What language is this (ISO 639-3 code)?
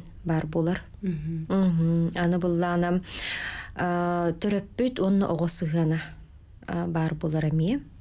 sah